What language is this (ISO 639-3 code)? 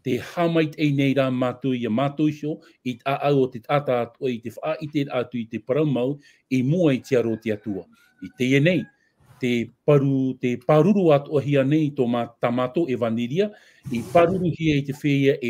tah